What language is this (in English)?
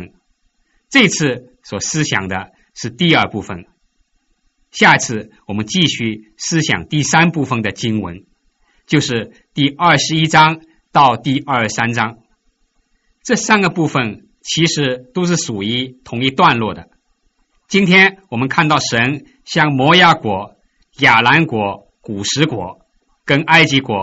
Chinese